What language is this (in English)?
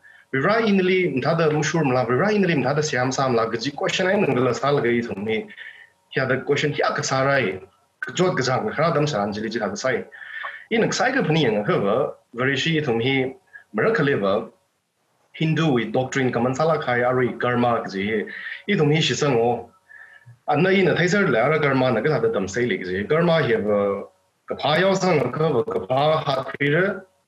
Tangkhul Naga (India)